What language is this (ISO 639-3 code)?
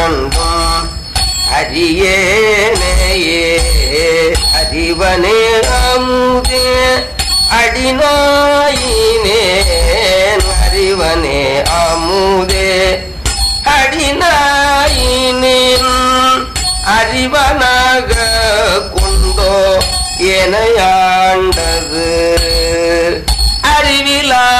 tam